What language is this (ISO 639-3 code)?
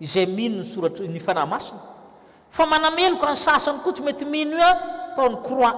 mlg